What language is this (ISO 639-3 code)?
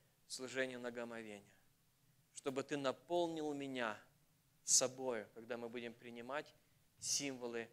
rus